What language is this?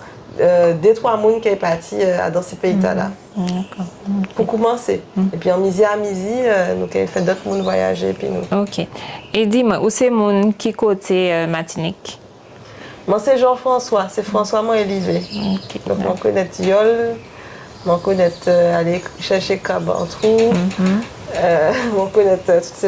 Guadeloupean Creole French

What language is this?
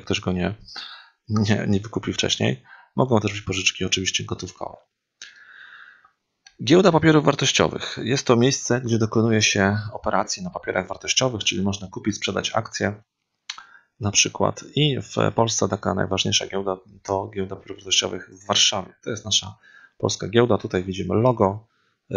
Polish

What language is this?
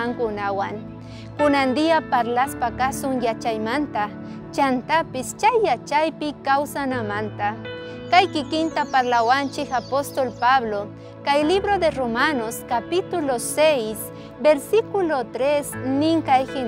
South Bolivian Quechua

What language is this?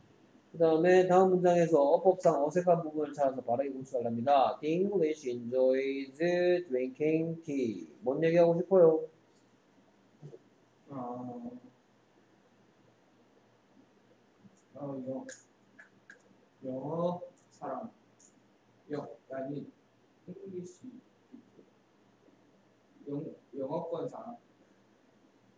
Korean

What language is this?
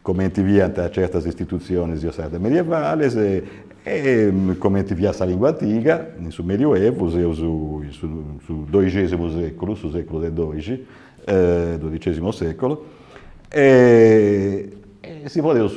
Sardinian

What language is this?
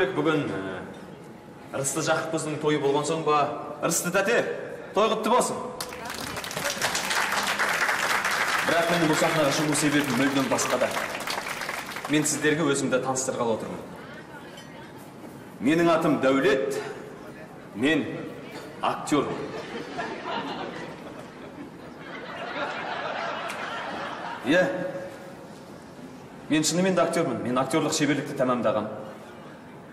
Kazakh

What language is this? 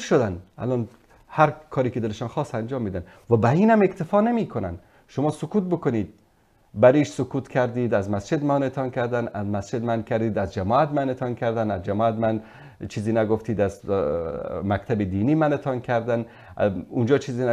Persian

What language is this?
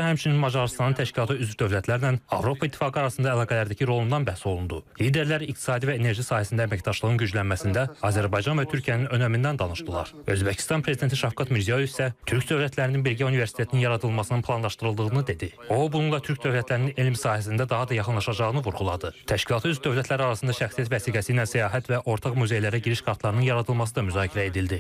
Azerbaijani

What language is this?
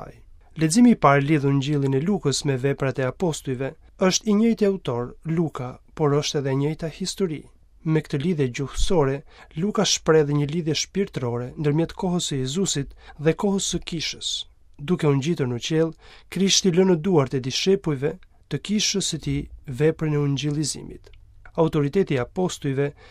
Albanian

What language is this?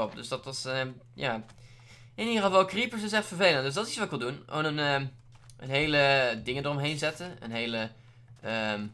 Dutch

